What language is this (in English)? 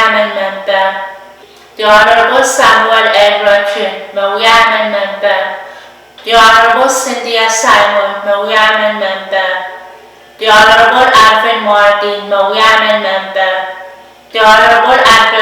Pohnpeian